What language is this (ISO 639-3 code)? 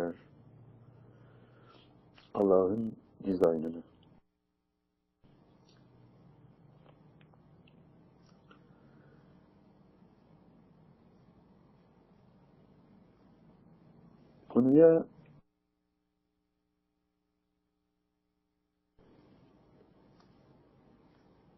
tur